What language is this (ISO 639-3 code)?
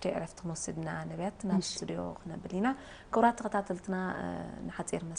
tir